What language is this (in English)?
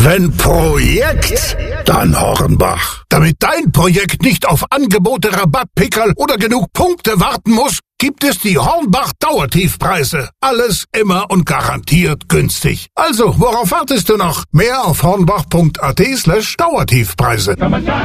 German